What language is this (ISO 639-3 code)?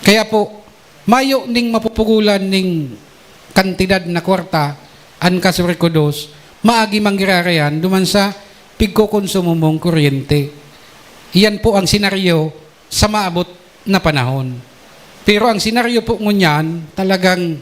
bik